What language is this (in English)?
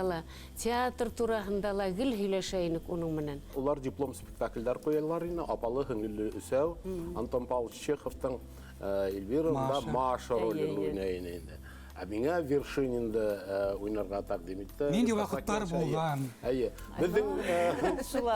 Bashkir